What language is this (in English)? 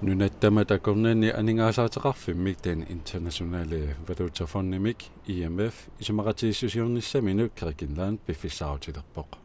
Kalaallisut